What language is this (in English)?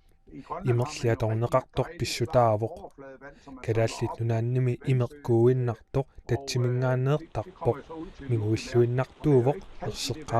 Kalaallisut